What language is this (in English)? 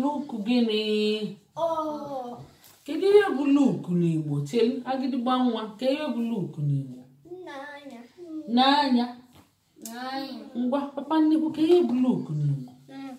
Igbo